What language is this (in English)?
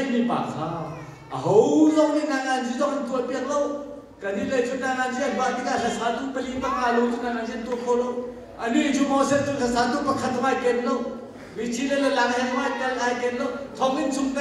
Hakha Chin